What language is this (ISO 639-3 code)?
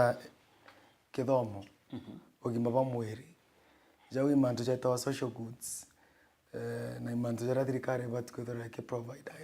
mer